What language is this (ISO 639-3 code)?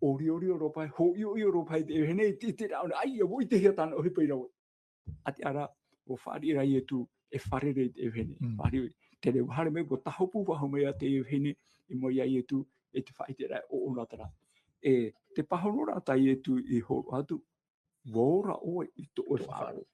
tah